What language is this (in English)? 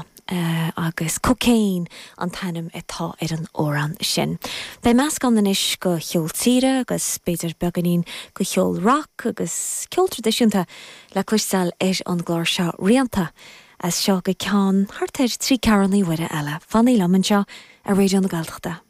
Irish